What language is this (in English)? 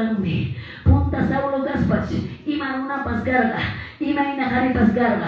Quechua